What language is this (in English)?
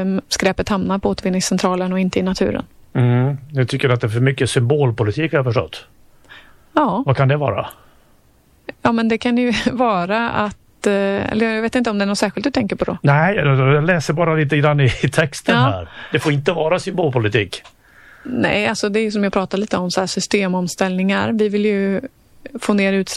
Swedish